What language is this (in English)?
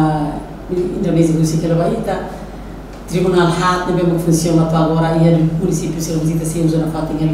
Tetum